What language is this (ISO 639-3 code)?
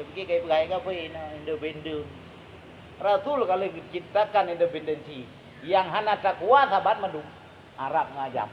ace